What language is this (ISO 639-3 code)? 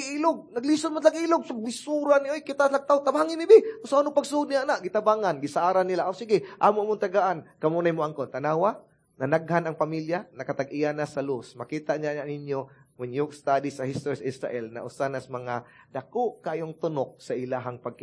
ceb